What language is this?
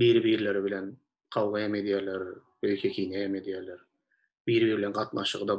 Turkmen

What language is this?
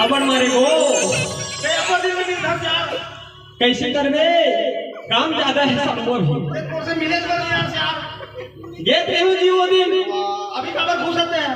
Chhattisgarhi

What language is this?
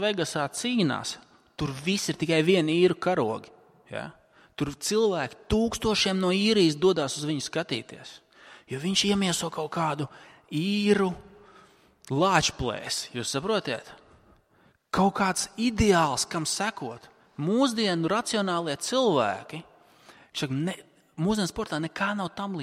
Latvian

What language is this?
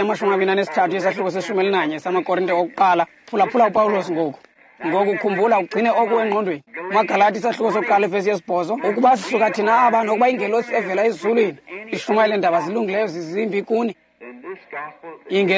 Xhosa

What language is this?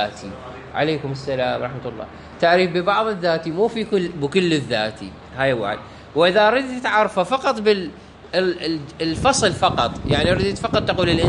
Mesopotamian Arabic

